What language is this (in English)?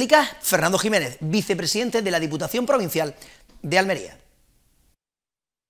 Spanish